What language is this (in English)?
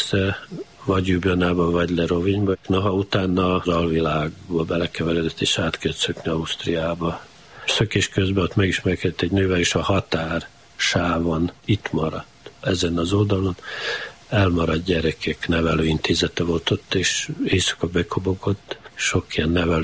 Hungarian